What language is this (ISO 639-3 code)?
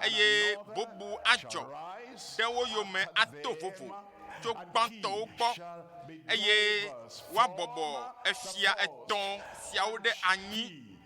ewe